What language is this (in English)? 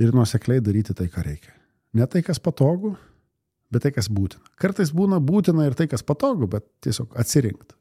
Lithuanian